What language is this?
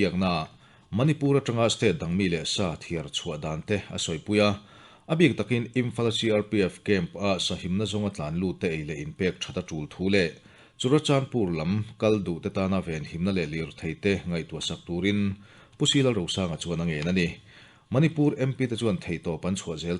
Mizo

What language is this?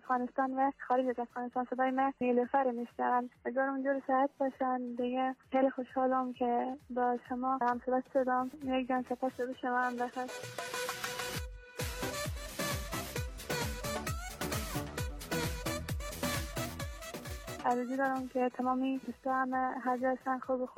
Persian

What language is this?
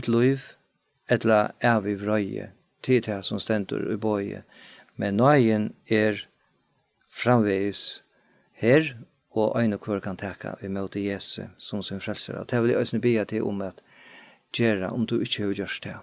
Faroese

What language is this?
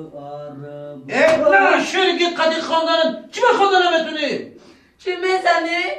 Tajik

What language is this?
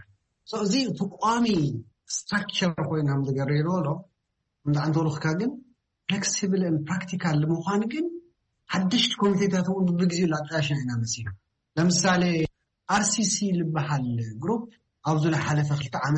Tigrinya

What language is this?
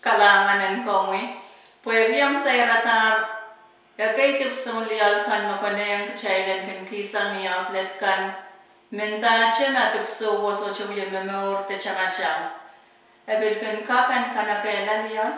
Pohnpeian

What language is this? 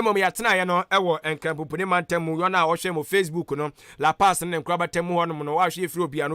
Akan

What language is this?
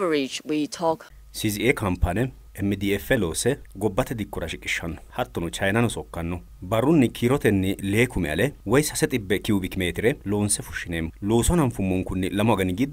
Sidamo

